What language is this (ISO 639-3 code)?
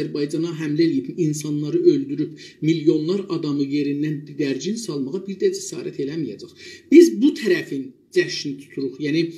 azb